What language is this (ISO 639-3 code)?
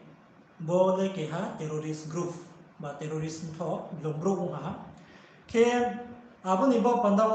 ria